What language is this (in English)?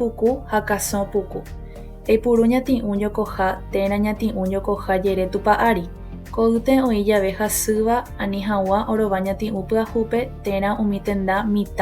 Guarani